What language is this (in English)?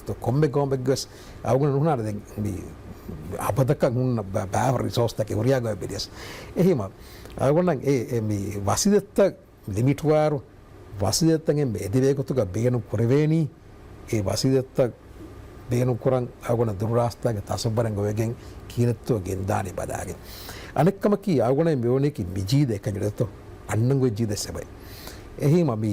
Divehi